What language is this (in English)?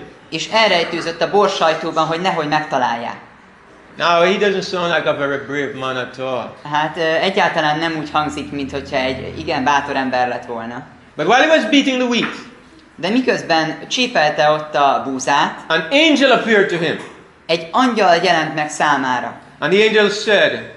Hungarian